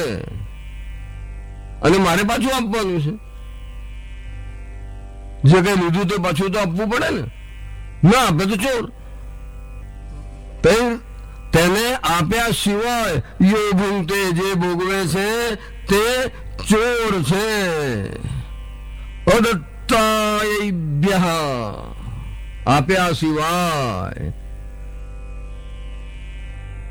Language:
Gujarati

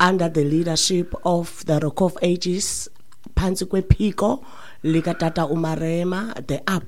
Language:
Xhosa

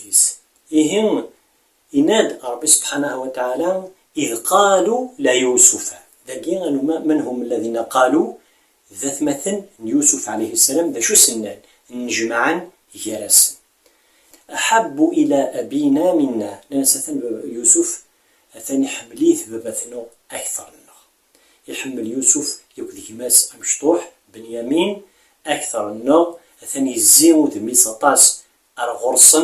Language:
Kabyle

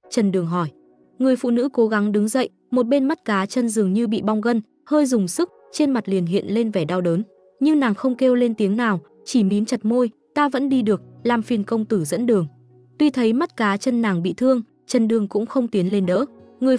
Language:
Vietnamese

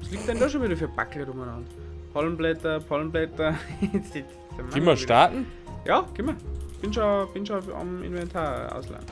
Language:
Bavarian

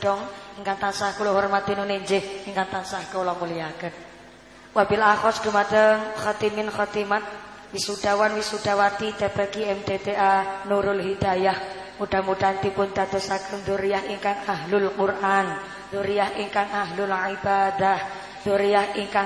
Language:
Javanese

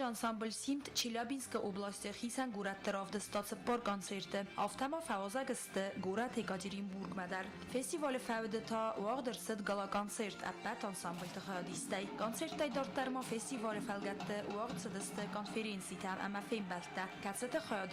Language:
Ossetic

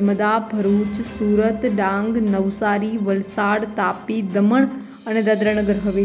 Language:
Gujarati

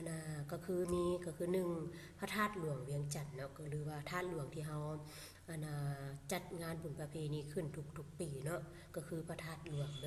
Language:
Lao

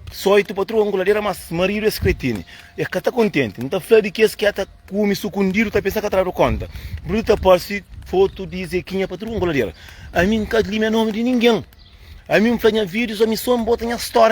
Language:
Kabuverdianu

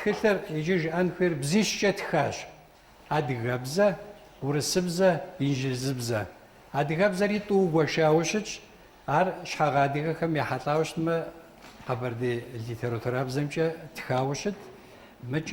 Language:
Kabardian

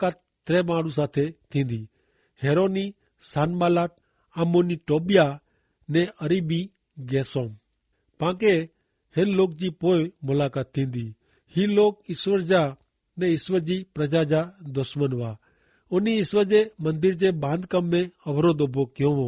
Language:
Kachhi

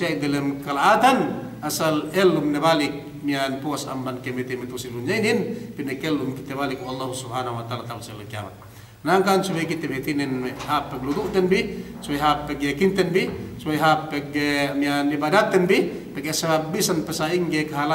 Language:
Yakan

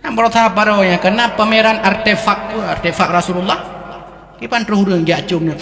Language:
Achinese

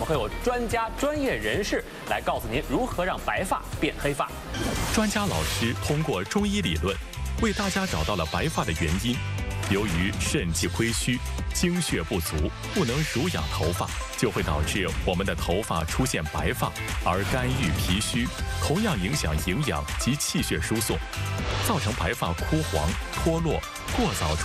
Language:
Chinese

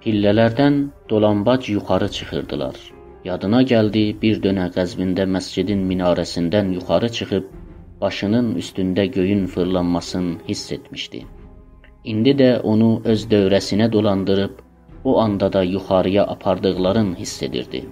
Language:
South Azerbaijani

